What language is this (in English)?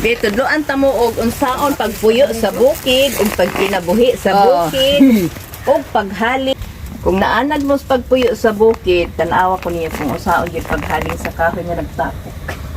Cebuano